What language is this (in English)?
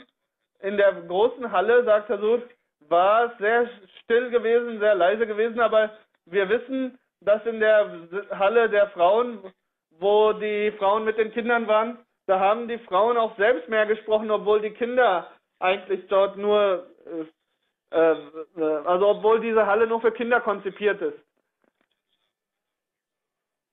German